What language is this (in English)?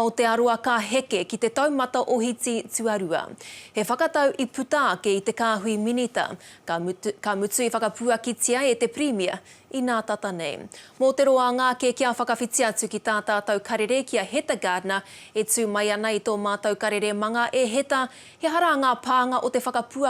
Māori